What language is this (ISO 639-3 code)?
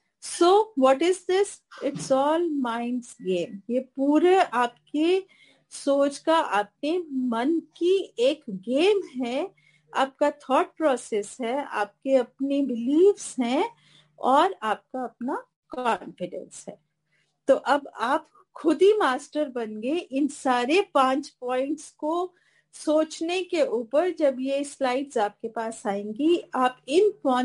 hin